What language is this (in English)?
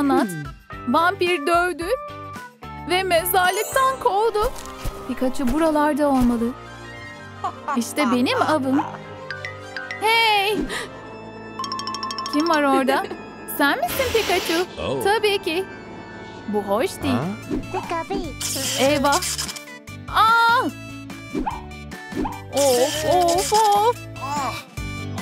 Turkish